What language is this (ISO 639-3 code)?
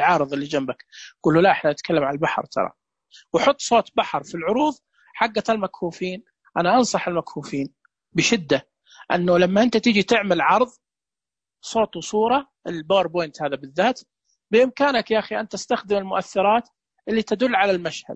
ars